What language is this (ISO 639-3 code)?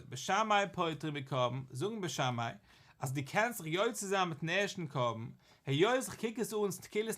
yid